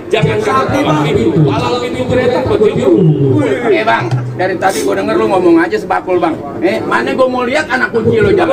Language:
Betawi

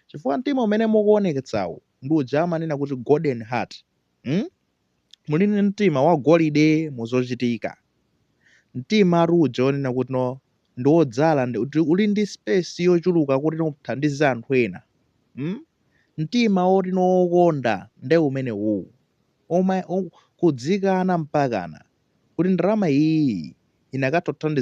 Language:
Nyanja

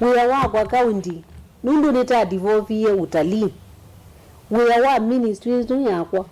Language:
Kamba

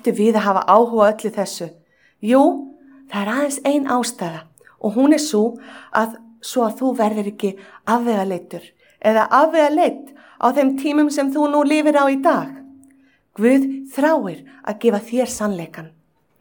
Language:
Icelandic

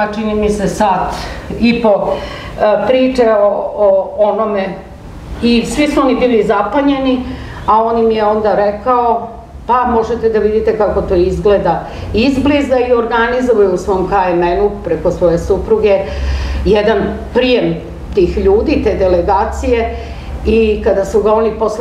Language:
Serbian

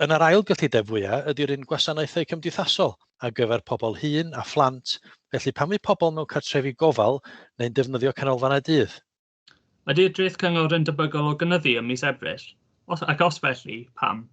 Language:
Welsh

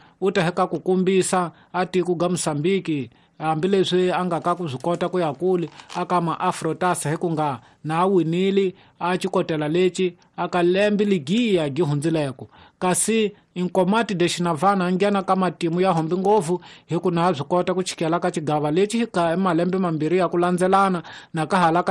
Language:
Tsonga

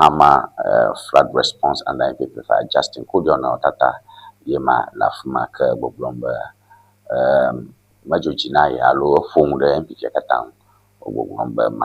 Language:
Ewe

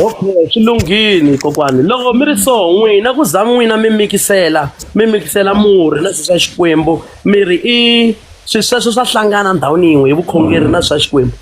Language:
Tsonga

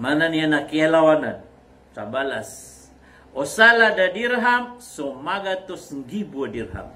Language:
Maranao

